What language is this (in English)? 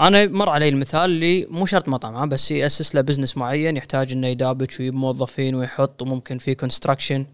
Gulf Arabic